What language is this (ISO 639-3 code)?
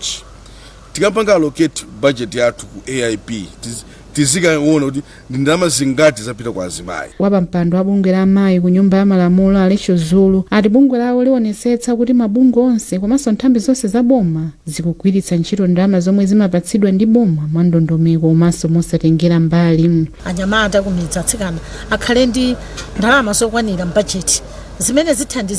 nya